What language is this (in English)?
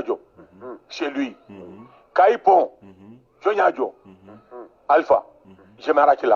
Bambara